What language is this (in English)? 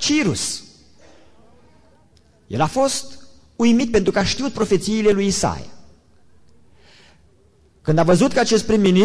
Romanian